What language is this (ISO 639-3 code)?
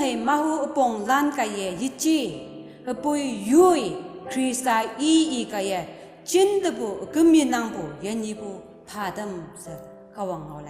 nbe